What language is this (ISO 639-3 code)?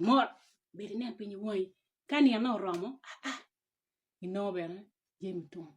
ach